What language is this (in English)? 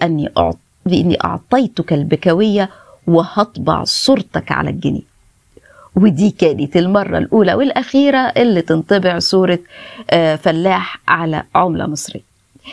Egyptian Arabic